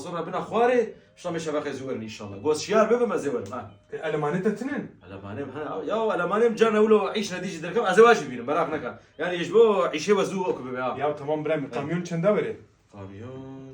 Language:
Kurdish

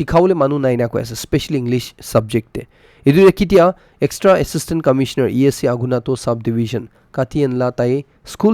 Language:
Naga Pidgin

